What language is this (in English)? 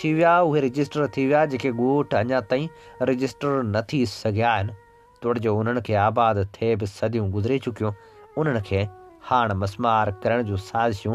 Sindhi